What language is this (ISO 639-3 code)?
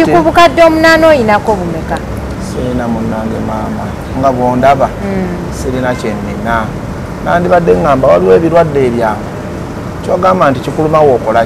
lug